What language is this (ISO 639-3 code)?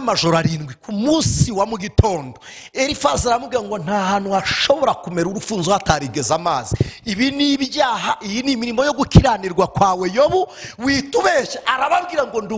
kin